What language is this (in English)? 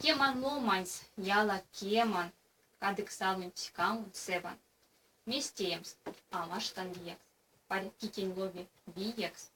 Erzya